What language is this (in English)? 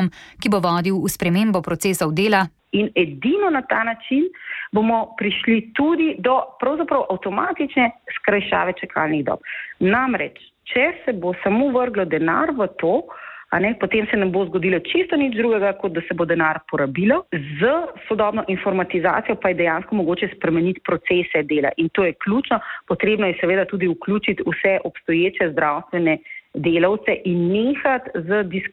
Slovenian